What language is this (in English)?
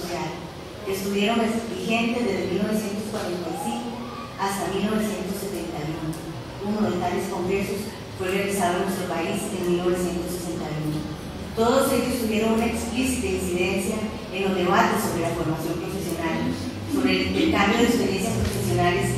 Spanish